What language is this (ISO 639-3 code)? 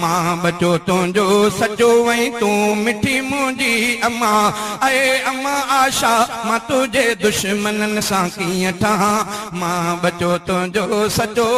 snd